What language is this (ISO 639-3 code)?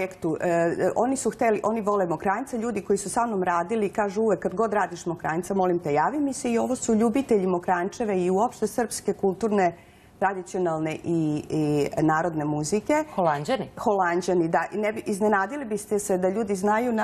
srp